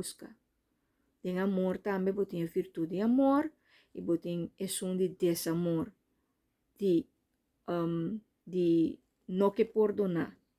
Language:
Papiamento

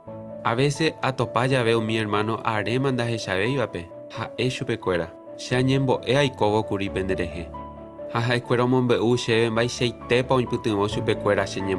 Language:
Guarani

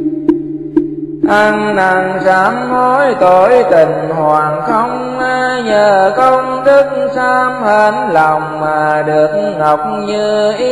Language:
Vietnamese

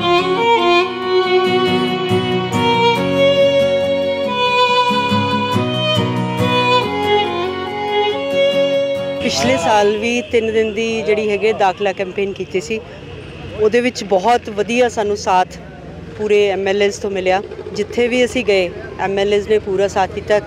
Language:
Punjabi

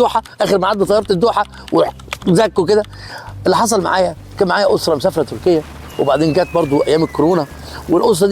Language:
Egyptian Arabic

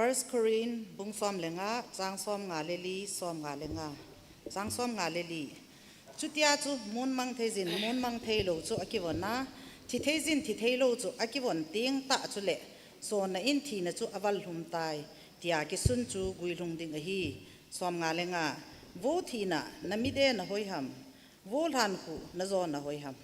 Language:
Thado Chin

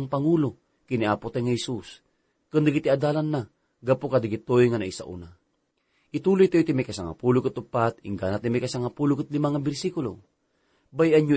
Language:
Iloko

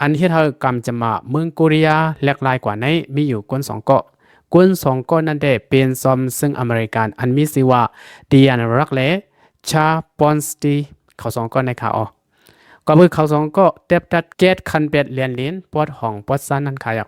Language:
Lao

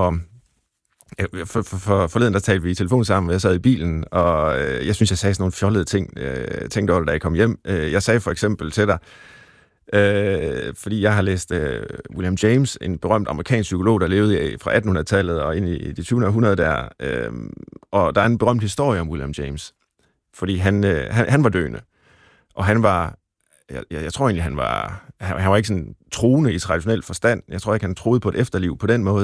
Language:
Danish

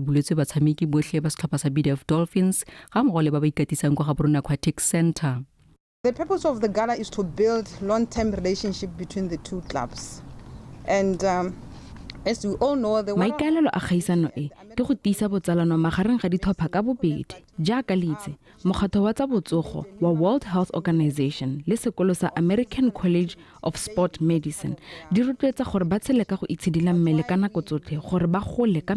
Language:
Tswana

